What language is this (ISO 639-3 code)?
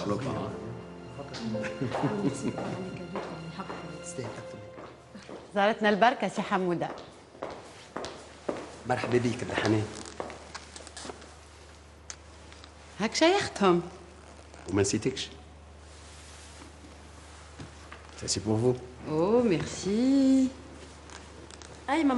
aeb